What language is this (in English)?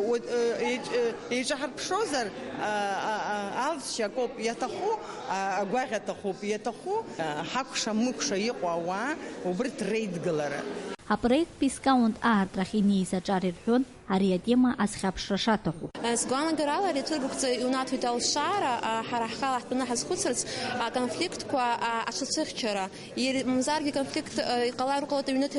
Abkhazian